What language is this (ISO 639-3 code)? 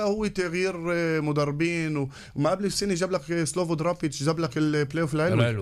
ara